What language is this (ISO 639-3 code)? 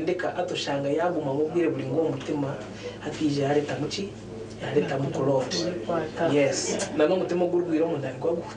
nyn